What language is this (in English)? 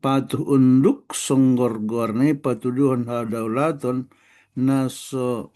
Batak Toba